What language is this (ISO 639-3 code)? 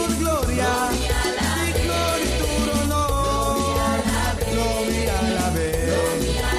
pap